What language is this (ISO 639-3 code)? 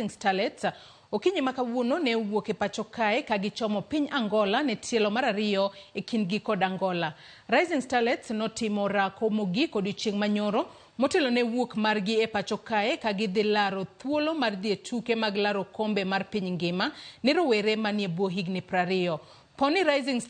luo